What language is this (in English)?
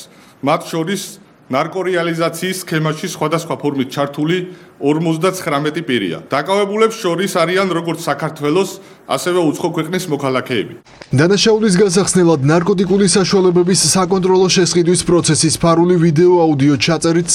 Georgian